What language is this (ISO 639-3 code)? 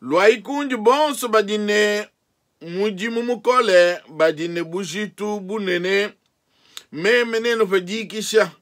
lua